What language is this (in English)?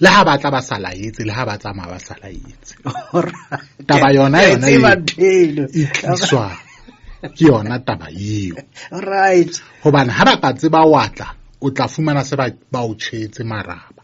Southern Sotho